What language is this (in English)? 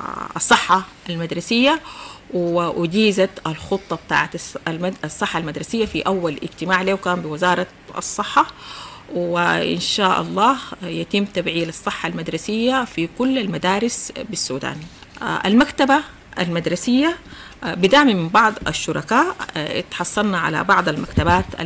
Sudanese Arabic